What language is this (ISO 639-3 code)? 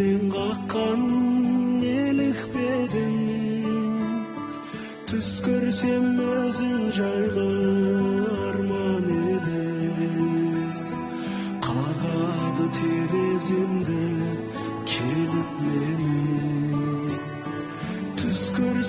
kaz